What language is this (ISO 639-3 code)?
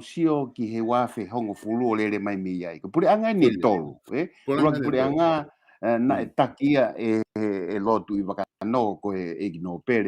ton